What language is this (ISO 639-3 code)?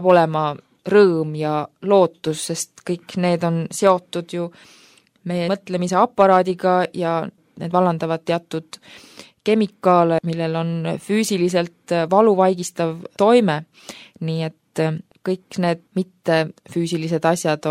est